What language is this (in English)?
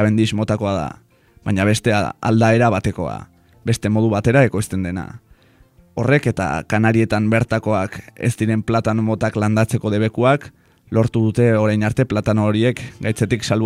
Basque